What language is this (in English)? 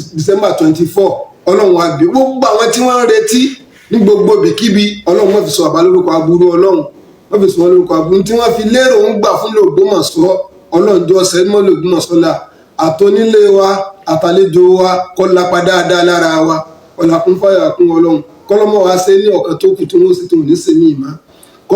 Yoruba